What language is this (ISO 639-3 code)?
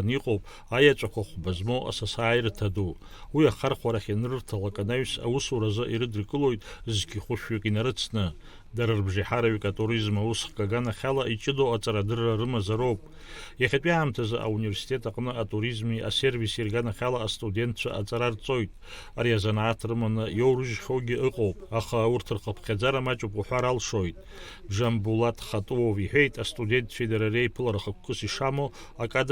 abk